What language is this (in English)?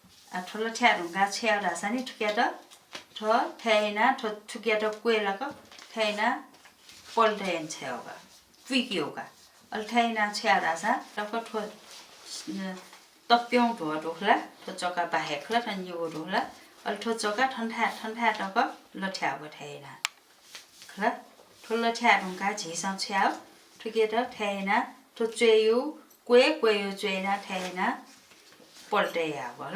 Newari